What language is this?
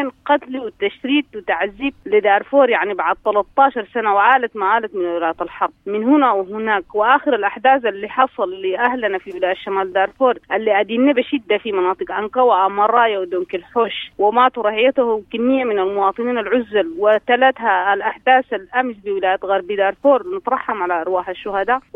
Sudanese Arabic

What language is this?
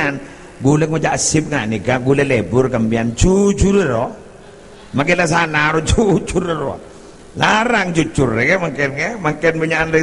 Madurese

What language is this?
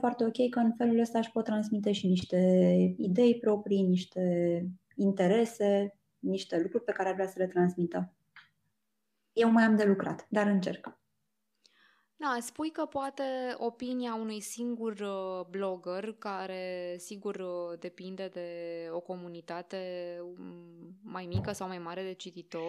Romanian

